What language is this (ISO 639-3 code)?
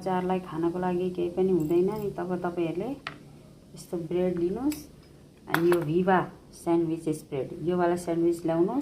nep